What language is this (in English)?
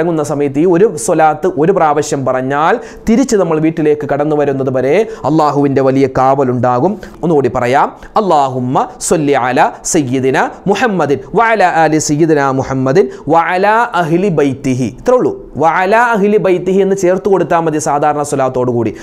Malayalam